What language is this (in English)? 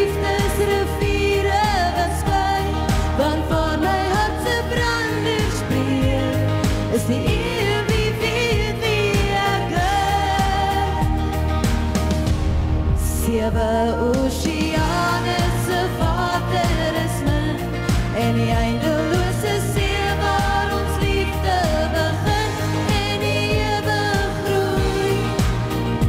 Afrikaans